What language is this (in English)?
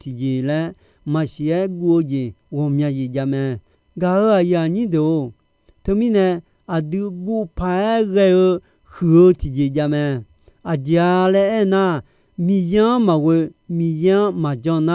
Akha